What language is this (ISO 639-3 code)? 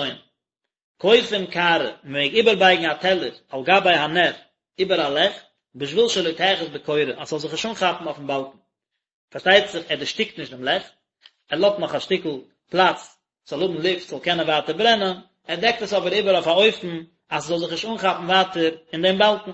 yid